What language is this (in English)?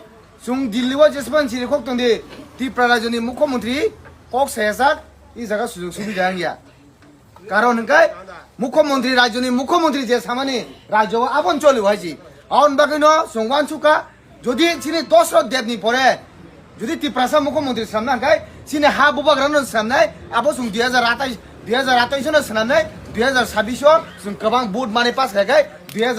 Kok Borok